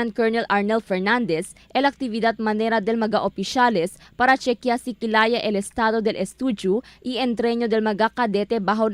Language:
Chavacano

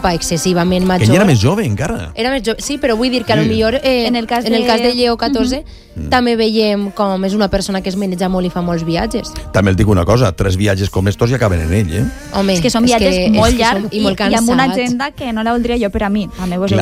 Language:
Catalan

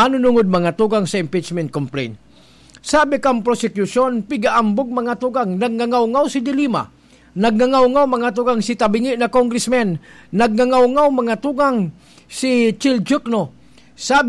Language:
Bikol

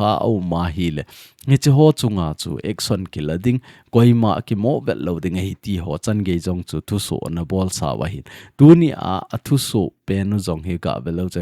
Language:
Thado Chin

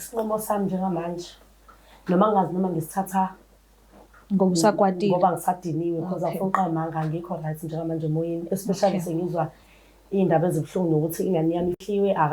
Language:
Zulu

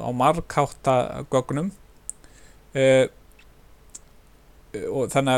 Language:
Icelandic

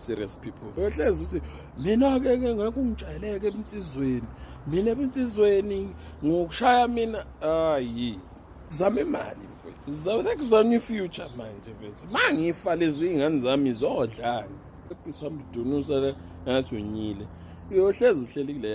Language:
Zulu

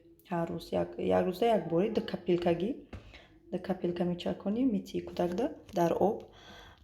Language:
Tajik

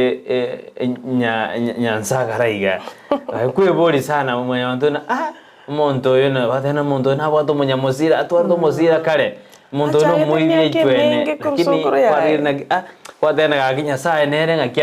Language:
Gusii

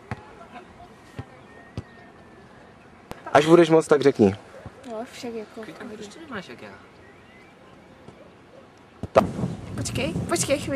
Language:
Czech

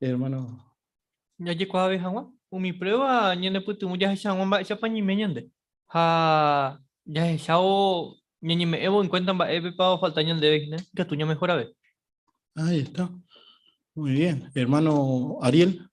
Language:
Guarani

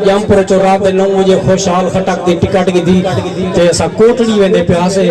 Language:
Saraiki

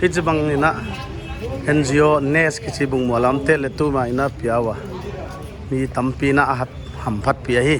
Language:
Paite Chin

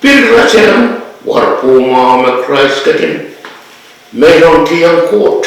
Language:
Pohnpeian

